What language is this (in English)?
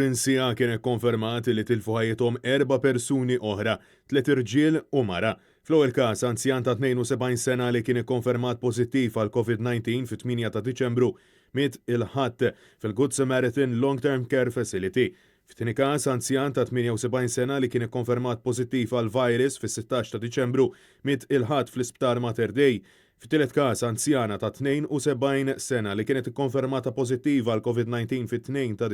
Maltese